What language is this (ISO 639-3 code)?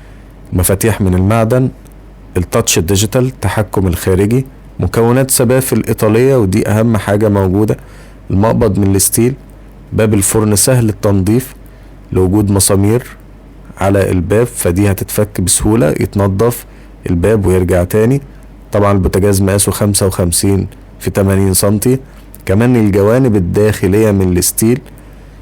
arz